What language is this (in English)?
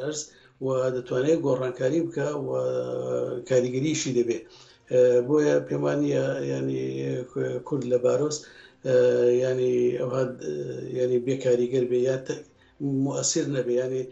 Central Kurdish